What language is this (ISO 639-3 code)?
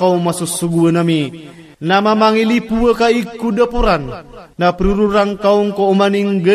mrw